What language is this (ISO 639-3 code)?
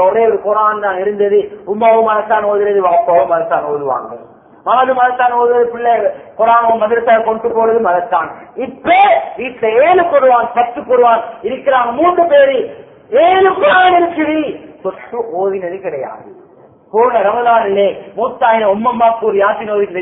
tam